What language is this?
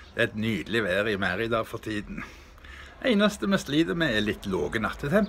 Norwegian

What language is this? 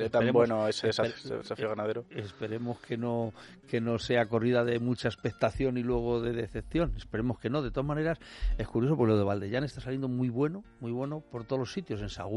Spanish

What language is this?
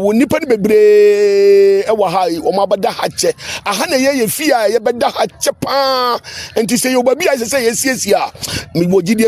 Akan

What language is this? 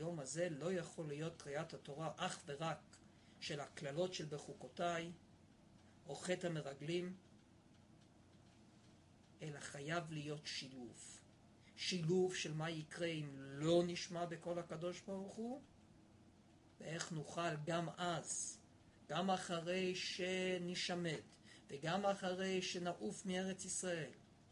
Hebrew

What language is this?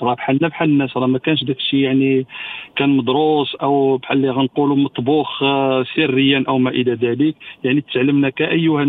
Moroccan Arabic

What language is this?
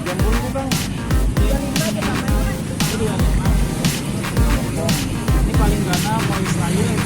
Banjar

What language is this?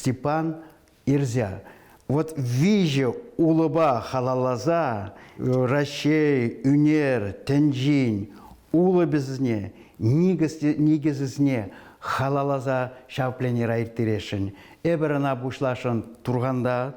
Chuvash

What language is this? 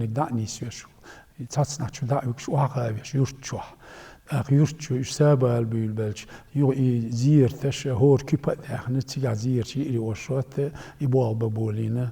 Chechen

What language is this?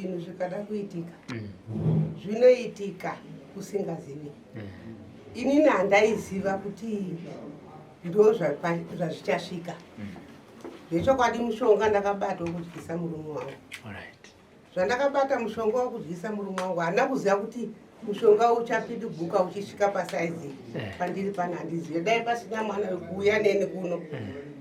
Shona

